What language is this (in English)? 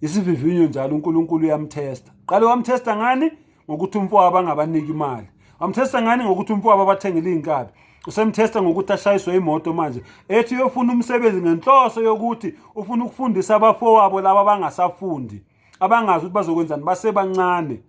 Zulu